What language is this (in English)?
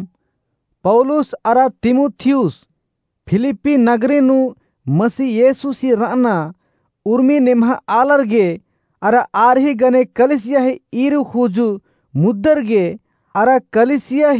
Kurukh